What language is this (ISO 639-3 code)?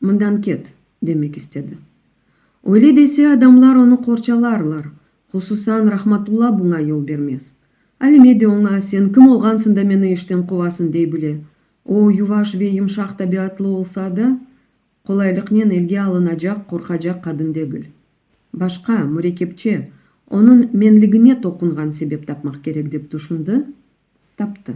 crh